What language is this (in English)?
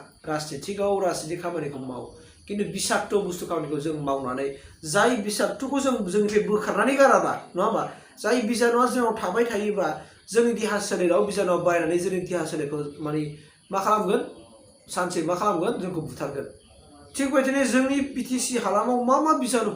Bodo